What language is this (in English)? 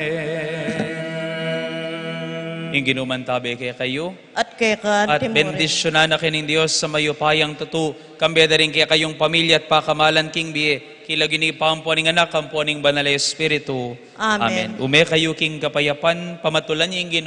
Pampanga